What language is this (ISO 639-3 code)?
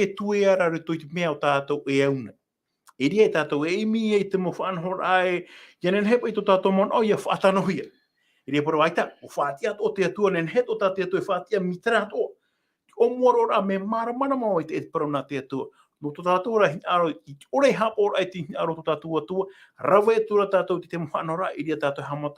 tah